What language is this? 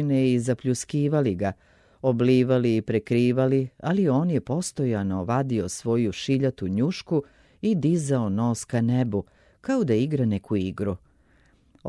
Serbian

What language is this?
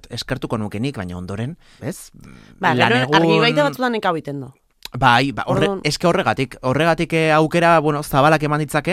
Basque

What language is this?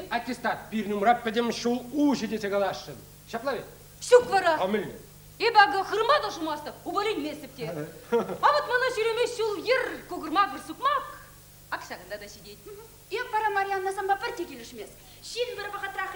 Chuvash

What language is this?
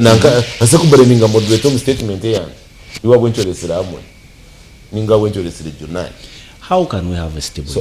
Nyankole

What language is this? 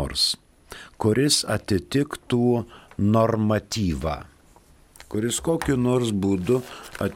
Lithuanian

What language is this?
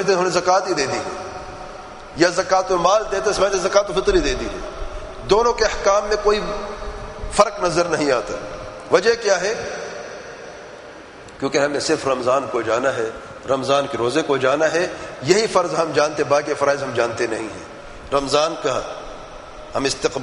Urdu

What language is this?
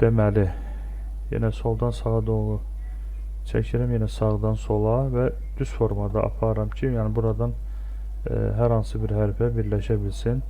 Azerbaijani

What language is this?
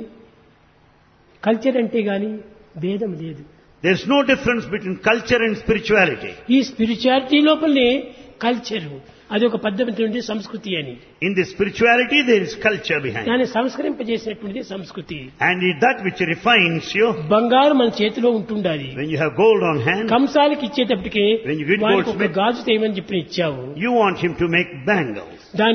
Telugu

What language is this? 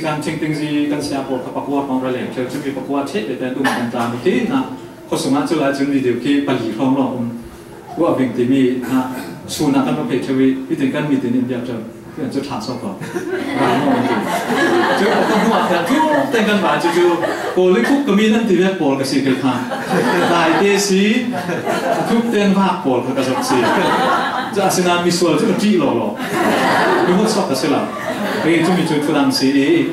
Falam Chin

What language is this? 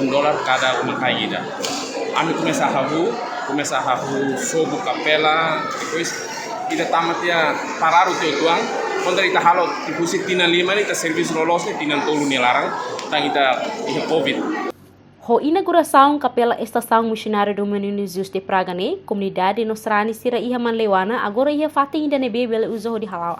Tetum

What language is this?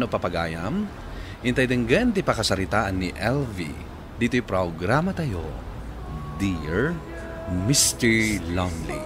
Iloko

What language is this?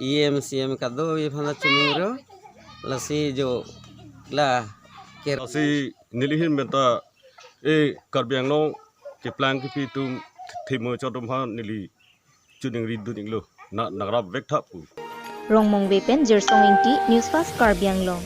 Karbi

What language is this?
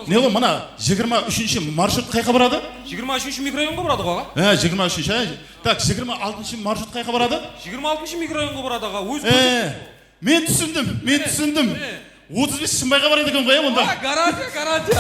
Kara-Kalpak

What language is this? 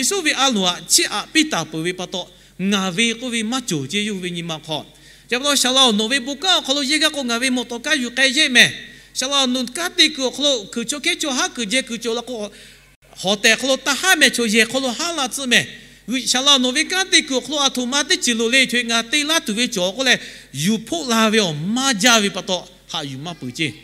Lahu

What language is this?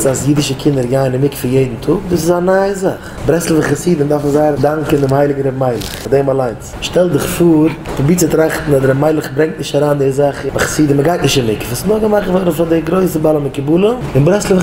Yiddish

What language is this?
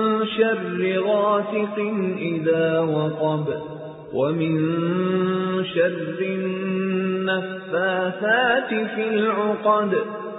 Arabic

